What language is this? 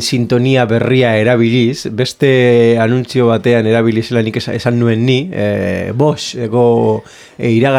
Basque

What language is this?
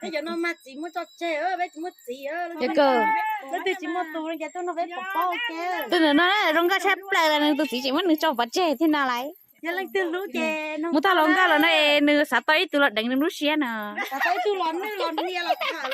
Hmong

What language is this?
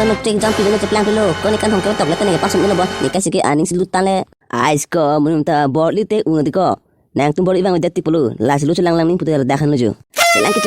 Karbi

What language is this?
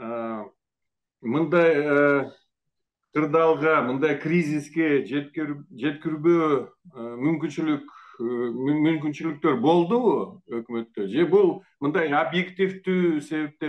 Kyrgyz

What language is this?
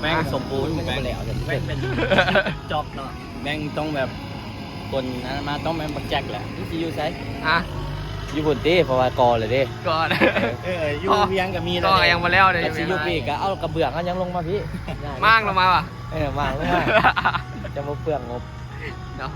Northeastern Thai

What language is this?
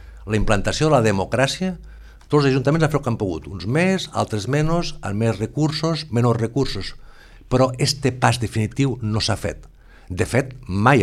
Catalan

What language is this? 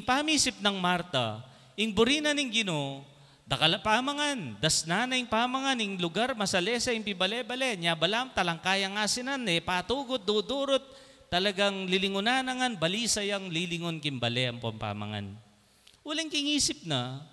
Pampanga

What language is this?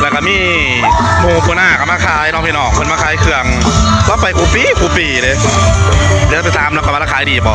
Northeastern Thai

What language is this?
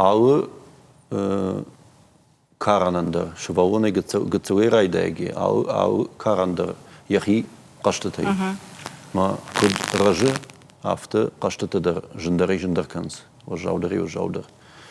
Ossetic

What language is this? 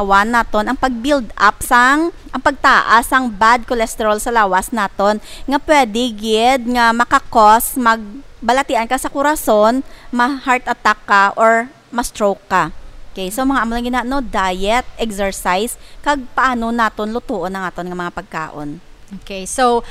Hiligaynon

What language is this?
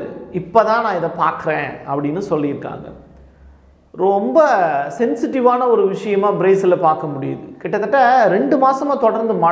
Tamil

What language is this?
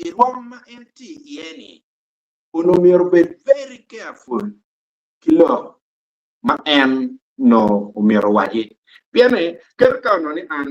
Acoli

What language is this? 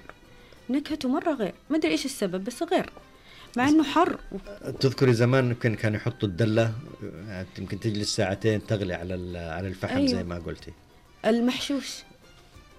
Najdi Arabic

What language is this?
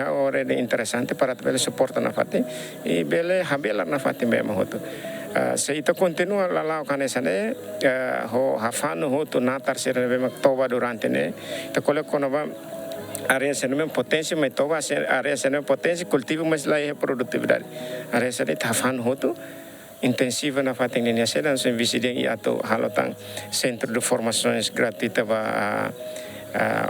Tetum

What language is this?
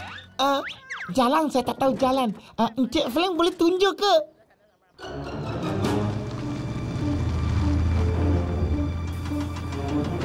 Malay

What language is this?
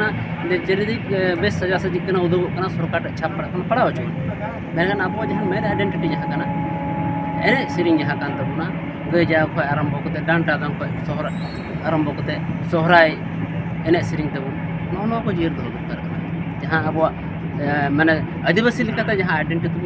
Santali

